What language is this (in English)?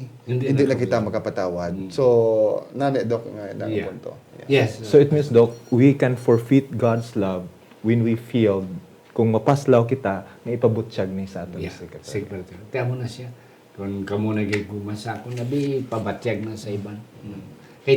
Hiligaynon